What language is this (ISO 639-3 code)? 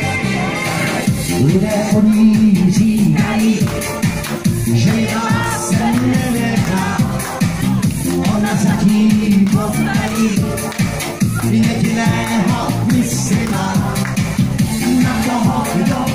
ces